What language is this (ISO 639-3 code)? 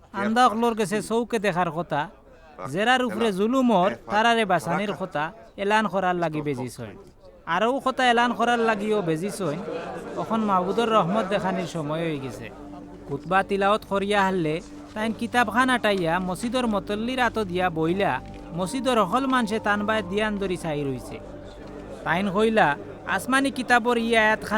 syl